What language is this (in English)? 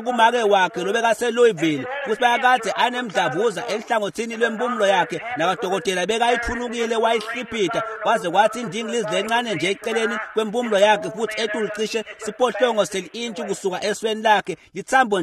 Swati